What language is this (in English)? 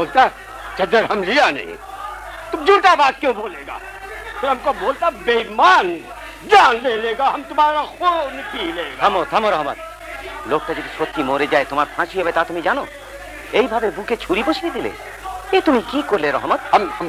Bangla